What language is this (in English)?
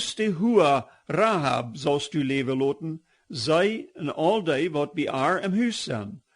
Plautdietsch